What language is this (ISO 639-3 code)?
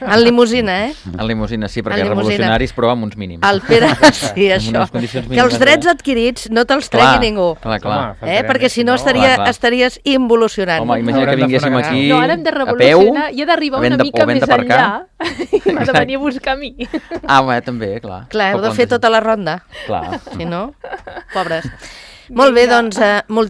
cat